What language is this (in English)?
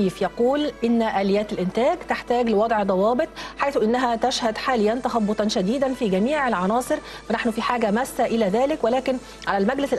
Arabic